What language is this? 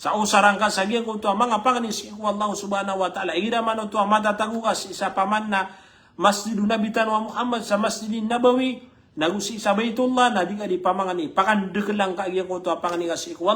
Maranao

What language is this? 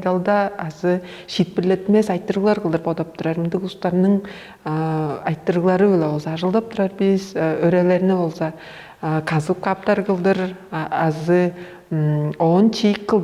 Tuvinian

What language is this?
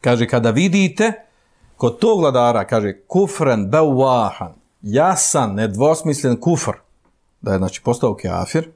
Bosnian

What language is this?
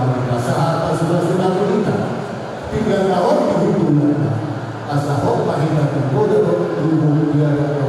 Batak Toba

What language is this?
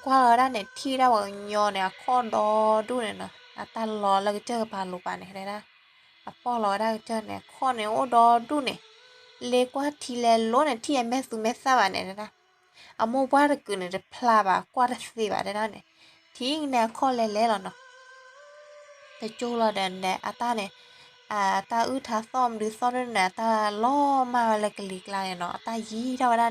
S'gaw Karen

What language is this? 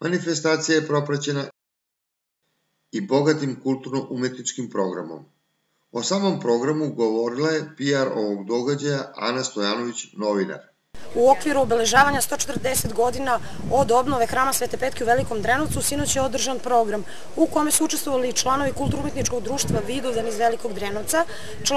Serbian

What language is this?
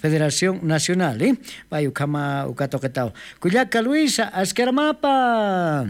Aymara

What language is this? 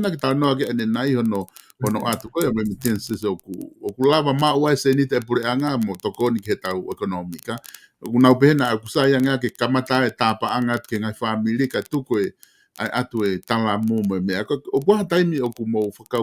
Tongan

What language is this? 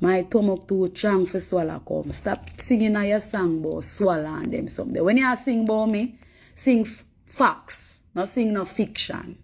Jamaican Creole English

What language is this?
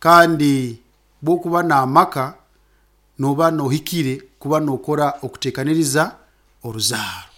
Nyankole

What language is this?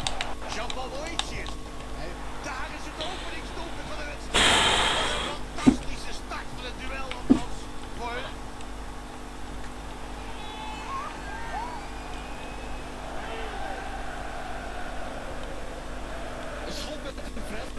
Dutch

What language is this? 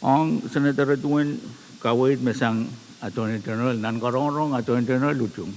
Pohnpeian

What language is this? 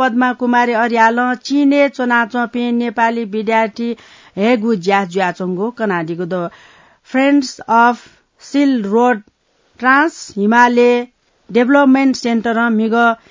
Newari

